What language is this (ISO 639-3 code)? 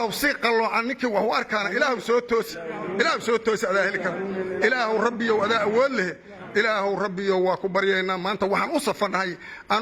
som